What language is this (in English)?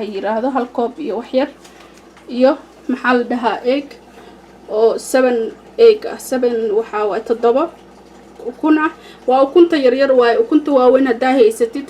Somali